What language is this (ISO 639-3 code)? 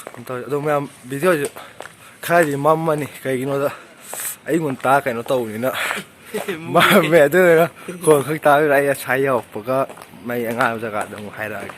mni